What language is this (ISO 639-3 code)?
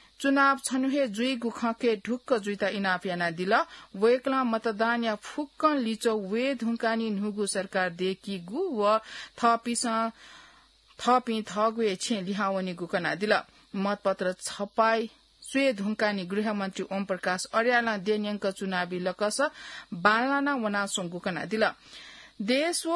new